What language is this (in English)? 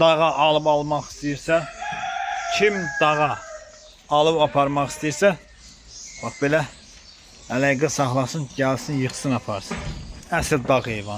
Azerbaijani